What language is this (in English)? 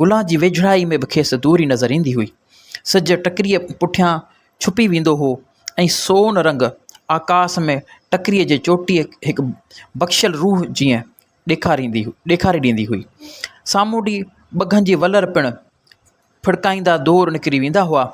Sindhi